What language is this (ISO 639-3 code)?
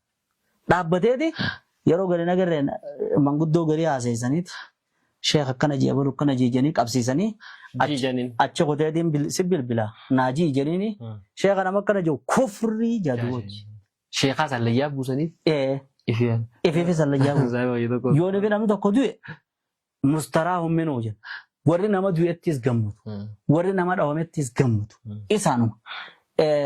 orm